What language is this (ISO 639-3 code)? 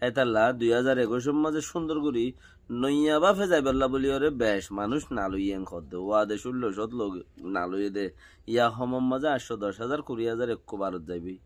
rhg